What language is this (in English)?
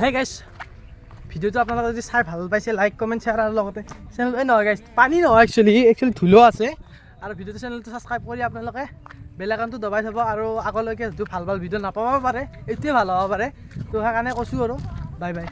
Assamese